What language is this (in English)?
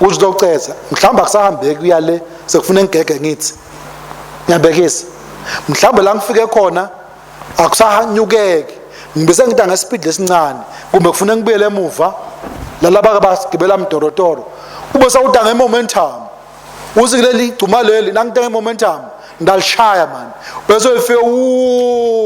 Swati